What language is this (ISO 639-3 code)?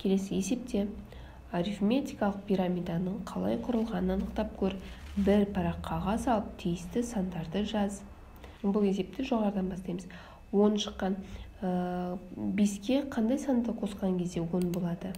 kaz